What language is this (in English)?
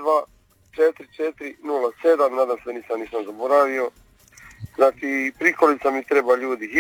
Croatian